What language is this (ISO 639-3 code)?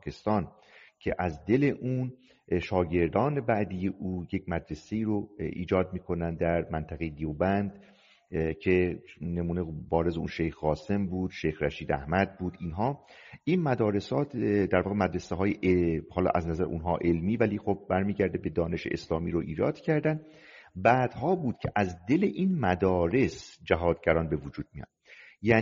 fas